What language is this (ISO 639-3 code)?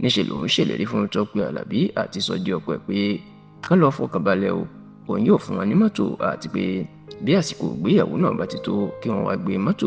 yor